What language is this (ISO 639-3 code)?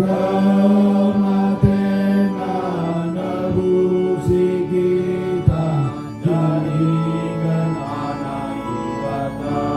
btx